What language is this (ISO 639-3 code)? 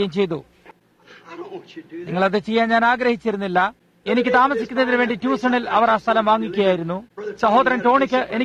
mal